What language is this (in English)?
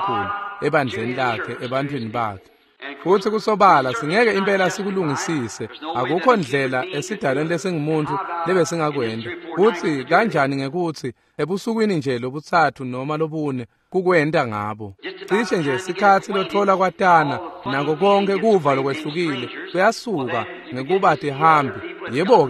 Swati